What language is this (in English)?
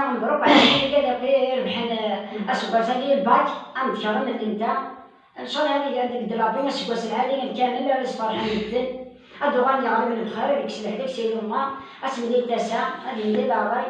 Kabyle